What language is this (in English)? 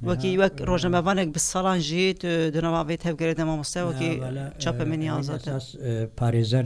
Kurdish